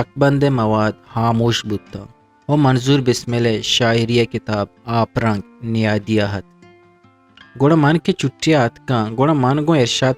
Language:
Eastern Balochi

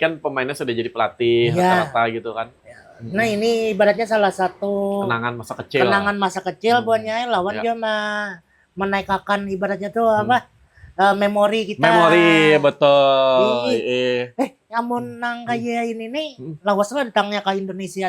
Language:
Banjar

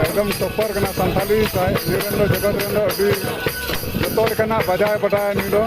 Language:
Santali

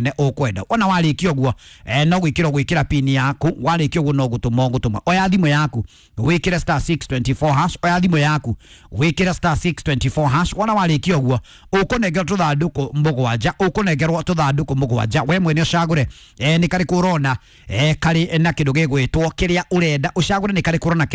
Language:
Kikuyu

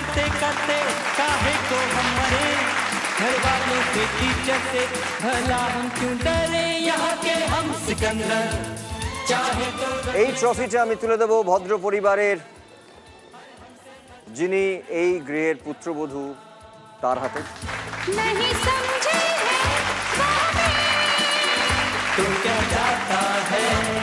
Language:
Bangla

